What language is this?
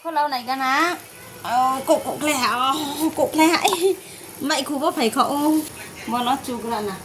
Riang (India)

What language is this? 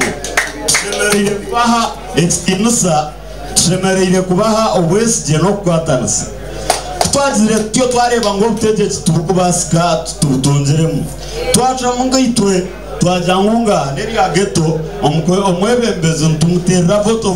Nyankole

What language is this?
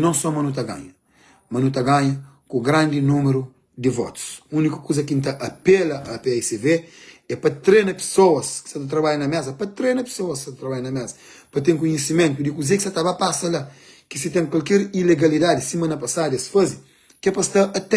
Kabuverdianu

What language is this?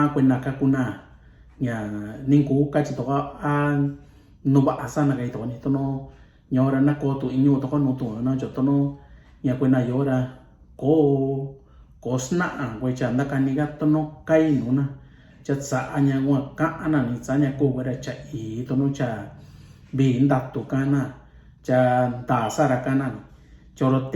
Mixtepec Mixtec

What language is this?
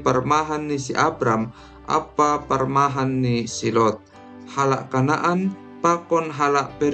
Batak Simalungun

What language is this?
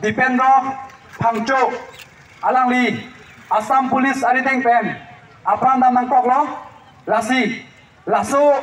Karbi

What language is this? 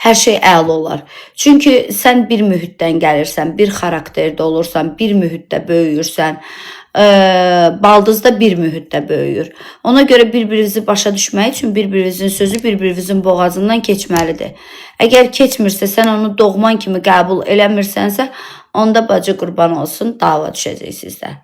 Azerbaijani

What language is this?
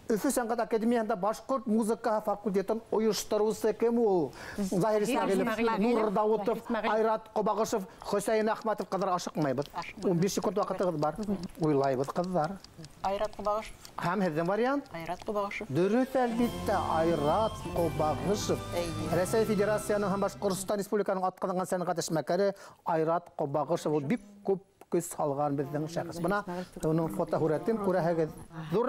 Bashkir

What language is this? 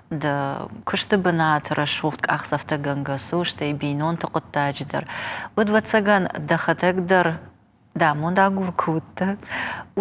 Ossetic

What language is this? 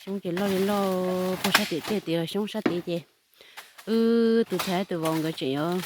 Hmong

